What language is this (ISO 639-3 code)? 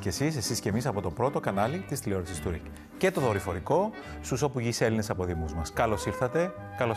ell